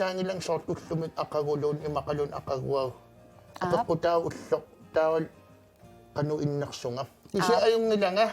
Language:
Kalaallisut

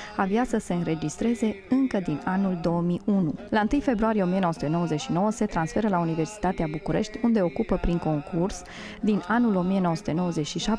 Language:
Romanian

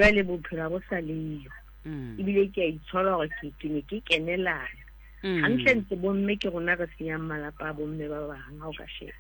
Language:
Southern Sotho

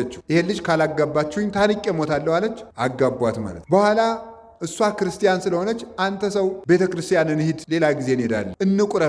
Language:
Amharic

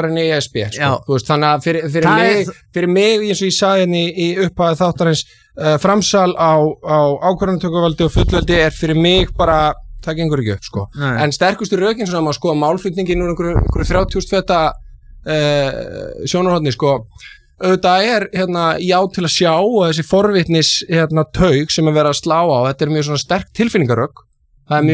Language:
Icelandic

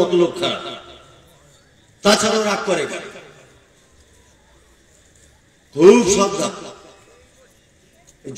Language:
Bangla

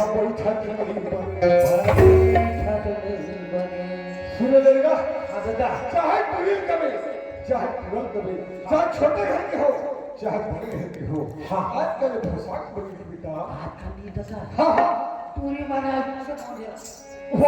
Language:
Chhattisgarhi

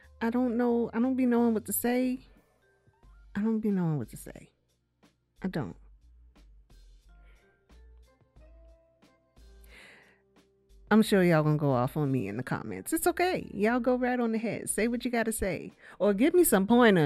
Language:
English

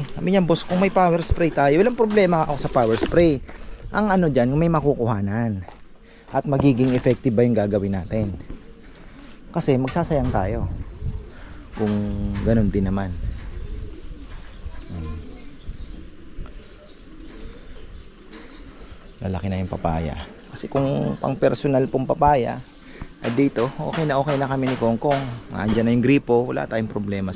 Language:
Filipino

